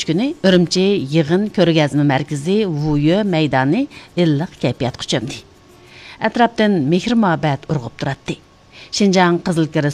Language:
Uyghur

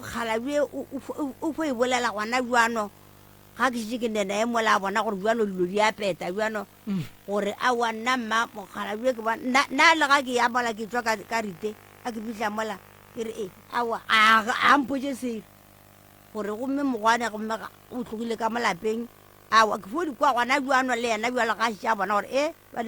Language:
Northern Sotho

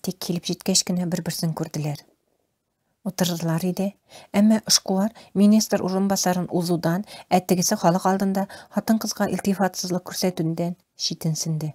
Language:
Tatar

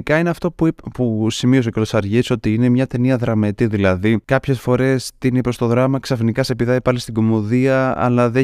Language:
Greek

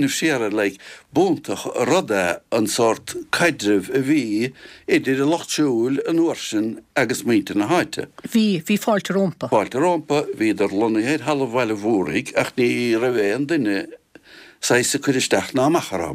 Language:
Irish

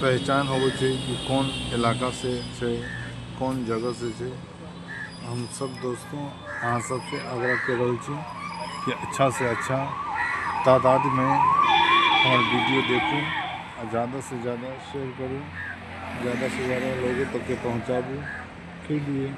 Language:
Maithili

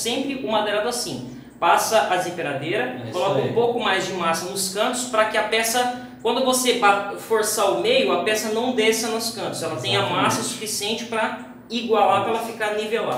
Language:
Portuguese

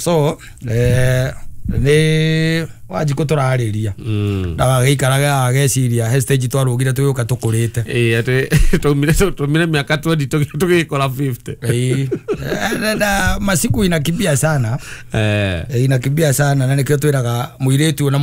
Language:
Kikuyu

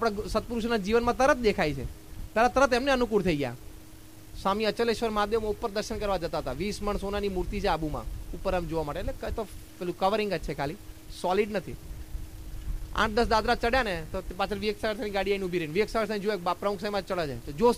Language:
Gujarati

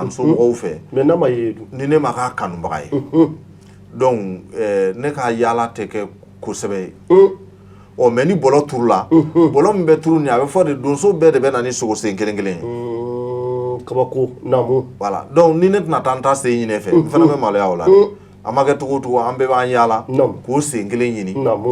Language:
Bambara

